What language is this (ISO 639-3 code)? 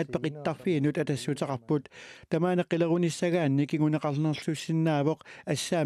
kal